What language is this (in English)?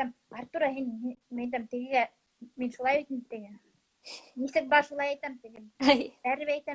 Bashkir